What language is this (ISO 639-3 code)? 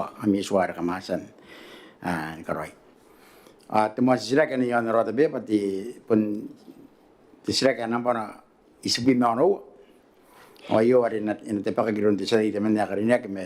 gil